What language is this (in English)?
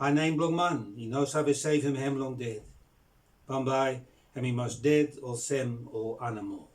Bislama